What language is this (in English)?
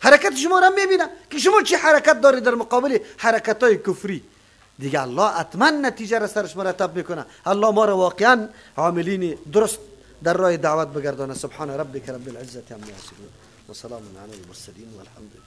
Persian